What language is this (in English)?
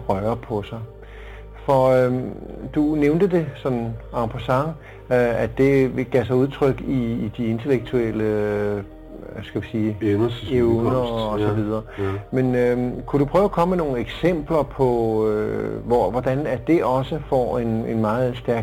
Danish